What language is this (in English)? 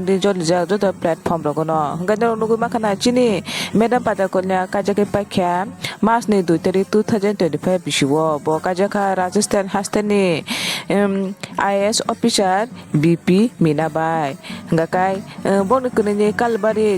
Kok Borok